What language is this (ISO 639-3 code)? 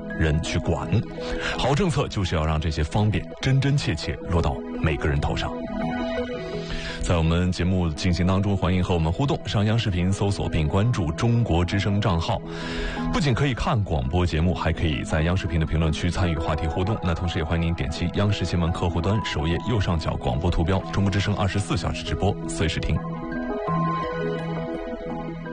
zho